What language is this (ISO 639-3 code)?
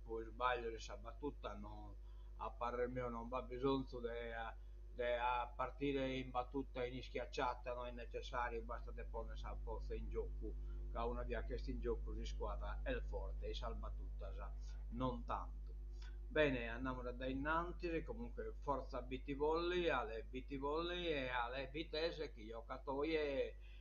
srd